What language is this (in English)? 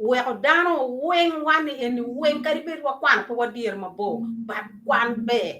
Acoli